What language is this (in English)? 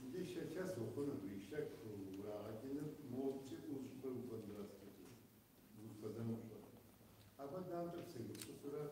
Kabardian